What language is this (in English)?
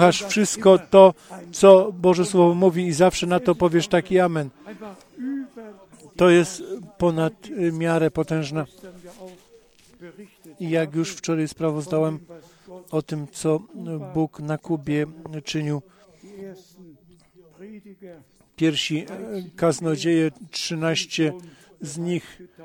Polish